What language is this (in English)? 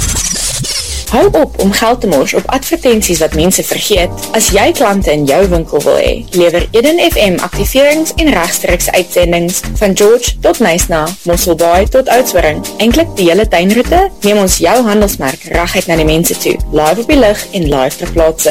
Afrikaans